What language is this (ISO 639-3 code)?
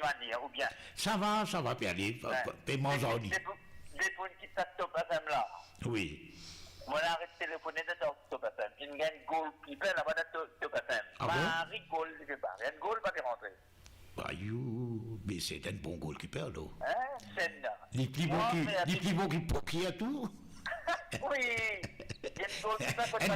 mfe